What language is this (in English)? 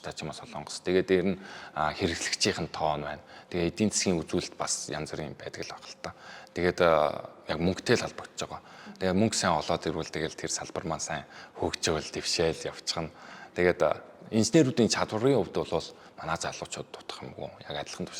Mongolian